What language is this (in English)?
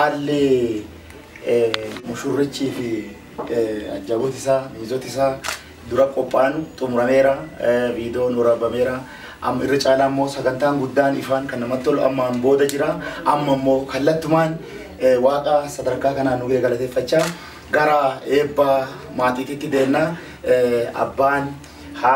Oromo